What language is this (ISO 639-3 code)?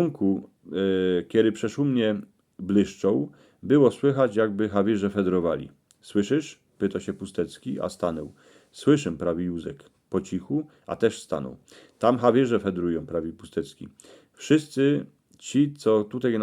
szl